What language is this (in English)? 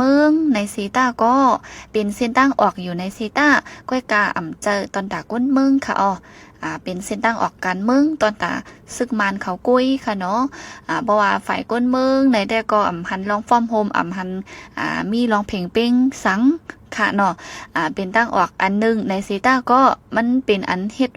Shan